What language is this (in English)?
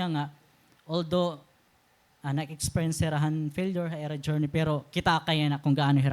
Waray